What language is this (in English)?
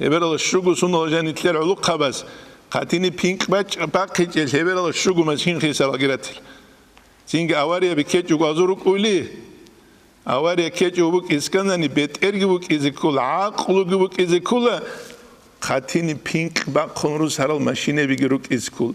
Avaric